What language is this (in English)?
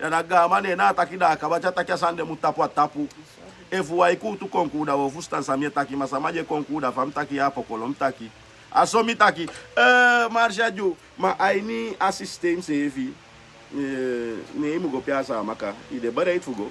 Sranan Tongo